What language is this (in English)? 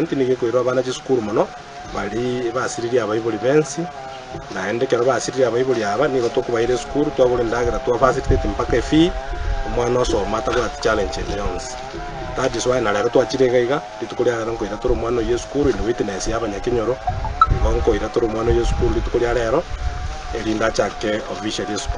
Gusii